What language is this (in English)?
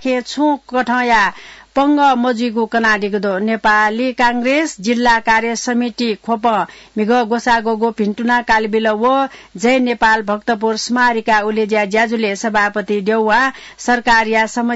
Newari